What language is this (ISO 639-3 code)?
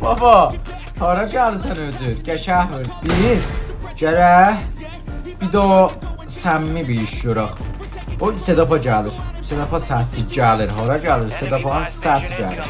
azb